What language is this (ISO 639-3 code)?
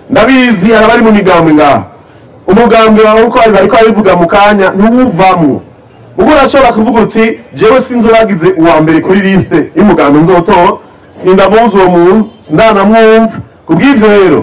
run